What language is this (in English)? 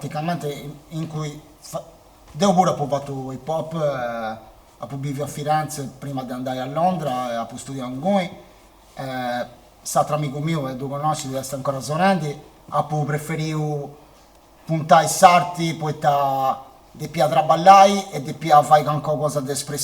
Sardinian